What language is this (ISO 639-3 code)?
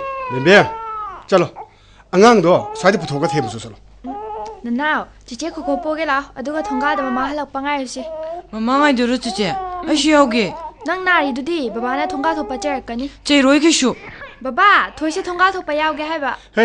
mni